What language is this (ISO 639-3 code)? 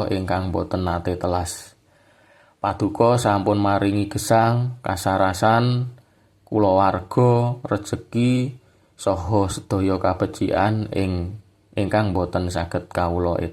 jav